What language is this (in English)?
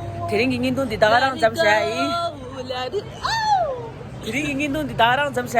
Tibetan